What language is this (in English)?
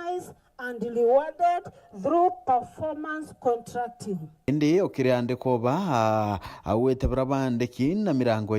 Meru